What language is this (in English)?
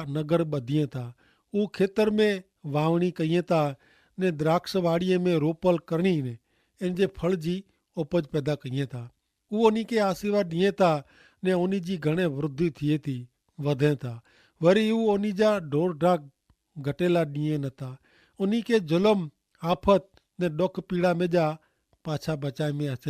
Kachhi